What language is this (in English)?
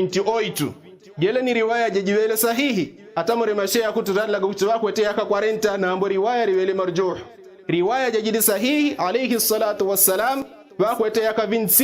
Yao